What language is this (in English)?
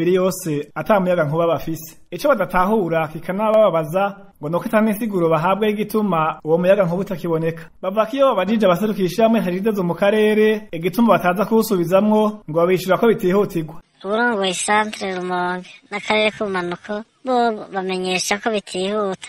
Rundi